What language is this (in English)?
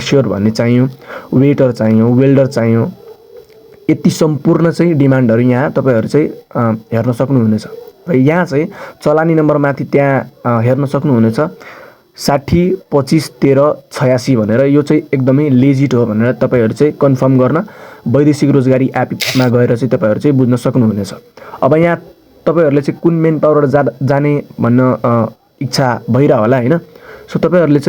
Nepali